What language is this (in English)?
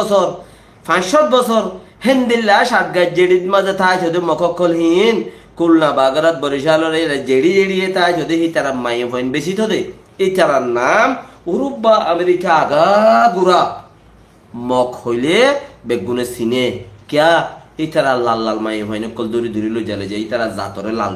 Rohingya